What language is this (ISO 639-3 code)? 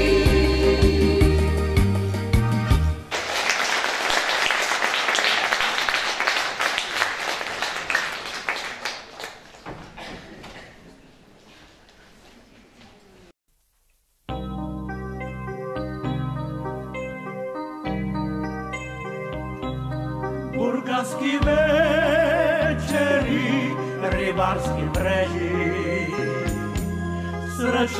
bul